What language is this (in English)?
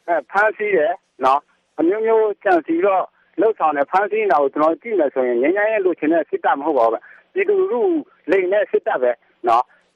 Burmese